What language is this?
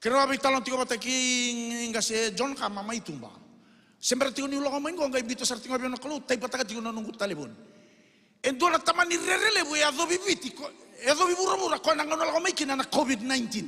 Fijian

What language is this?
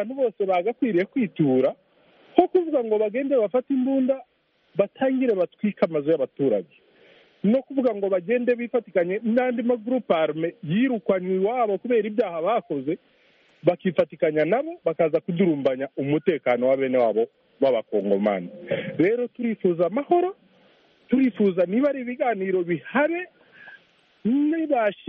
Kinyarwanda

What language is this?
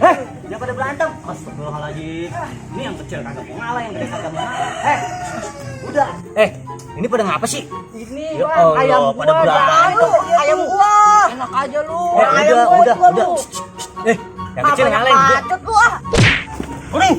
Betawi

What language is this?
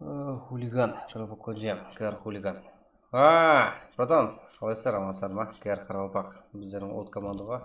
Kara-Kalpak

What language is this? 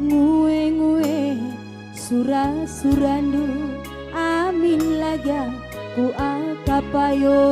Batak Karo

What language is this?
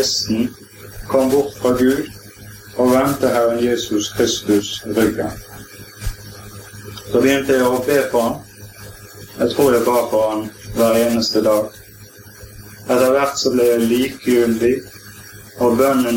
Norwegian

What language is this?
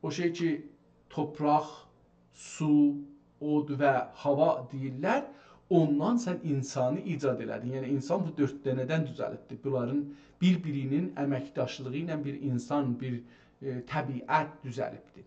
South Azerbaijani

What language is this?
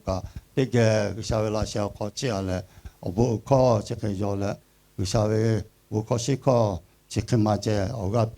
Lahu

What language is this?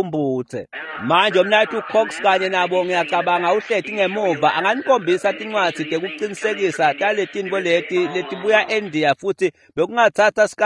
Swati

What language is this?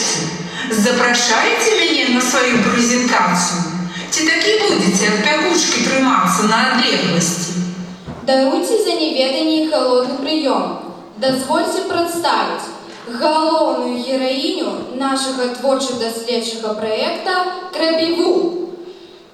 Belarusian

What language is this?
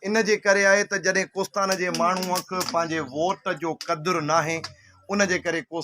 Sindhi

